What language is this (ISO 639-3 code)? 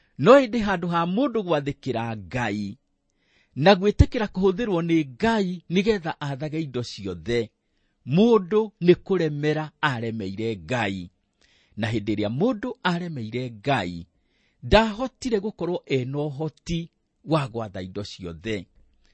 kik